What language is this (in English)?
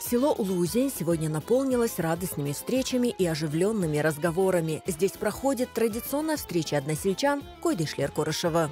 Crimean Tatar